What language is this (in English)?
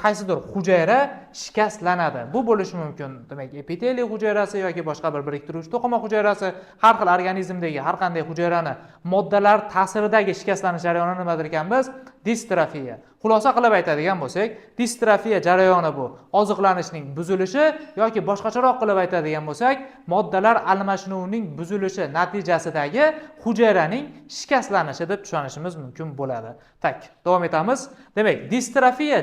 Uzbek